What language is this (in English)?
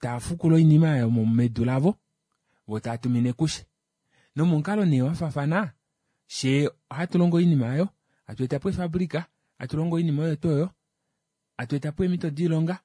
Kuanyama